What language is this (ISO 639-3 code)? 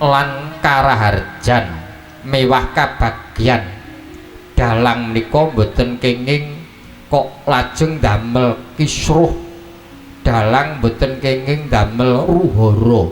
jav